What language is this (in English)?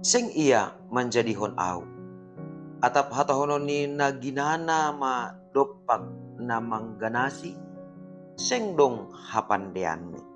Batak Simalungun